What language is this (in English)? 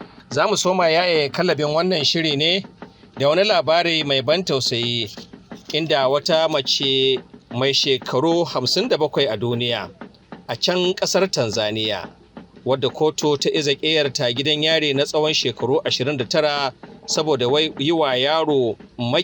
Hausa